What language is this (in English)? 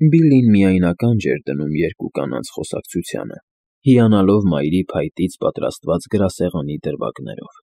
Armenian